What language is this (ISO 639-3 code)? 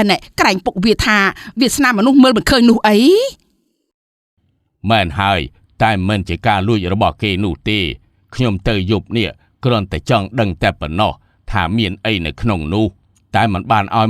khm